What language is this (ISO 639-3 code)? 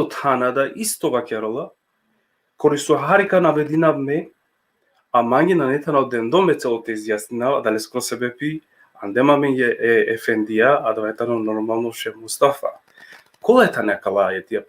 rmn